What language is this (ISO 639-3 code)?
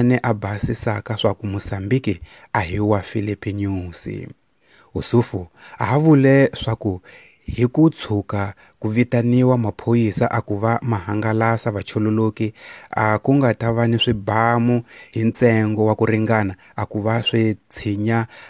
tso